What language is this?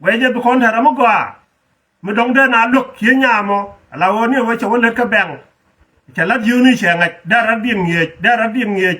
Nuer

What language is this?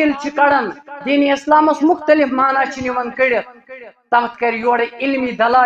Kashmiri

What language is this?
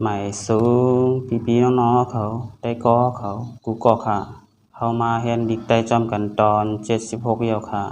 Shan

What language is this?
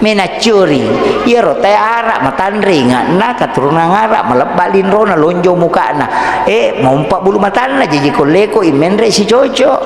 Buginese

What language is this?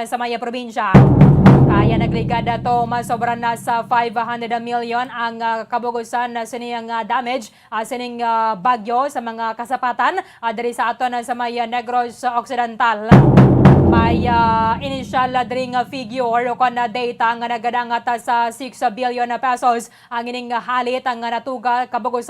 Hiligaynon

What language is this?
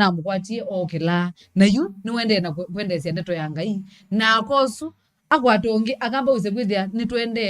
Kamba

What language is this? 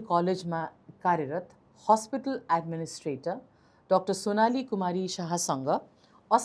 Nepali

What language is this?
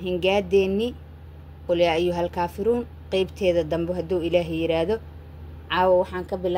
Somali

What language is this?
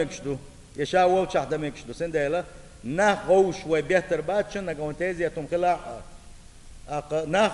Chechen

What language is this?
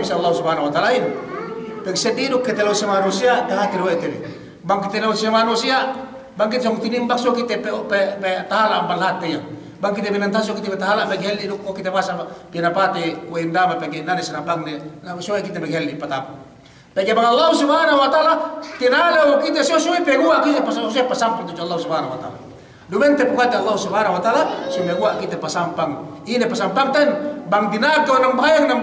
Yakan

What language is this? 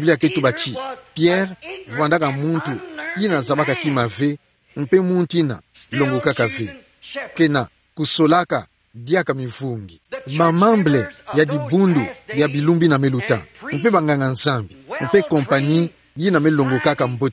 Kituba (Democratic Republic of Congo)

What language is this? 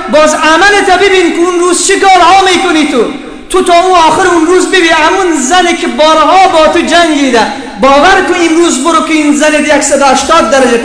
Persian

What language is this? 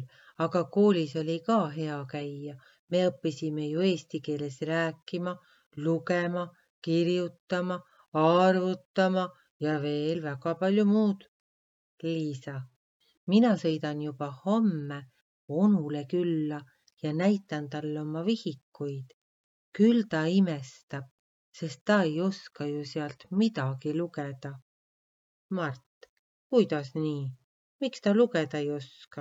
Estonian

